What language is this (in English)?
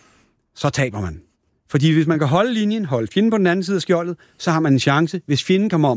Danish